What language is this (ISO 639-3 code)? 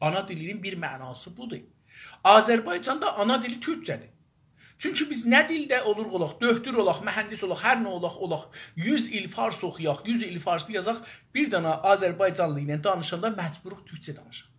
azb